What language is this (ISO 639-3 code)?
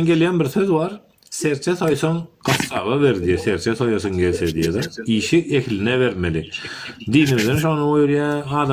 tuk